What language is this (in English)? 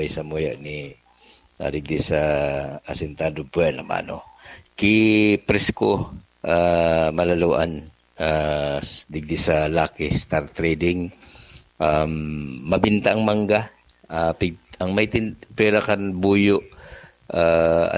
Bikol